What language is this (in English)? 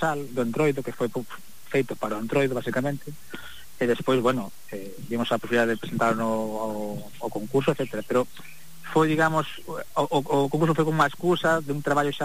Galician